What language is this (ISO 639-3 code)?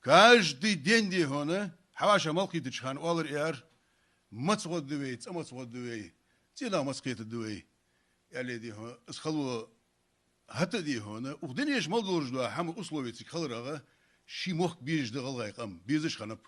inh